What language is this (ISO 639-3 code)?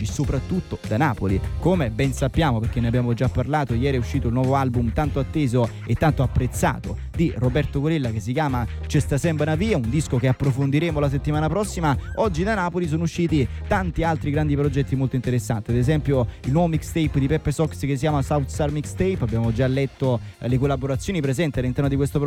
ita